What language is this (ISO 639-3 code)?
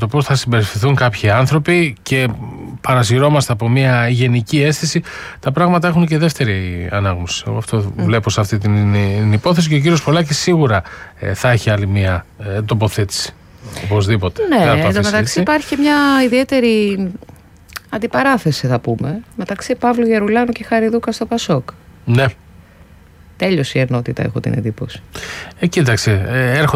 ell